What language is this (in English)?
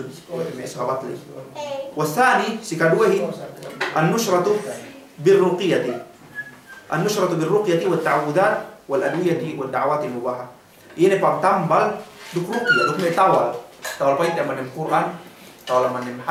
Yakan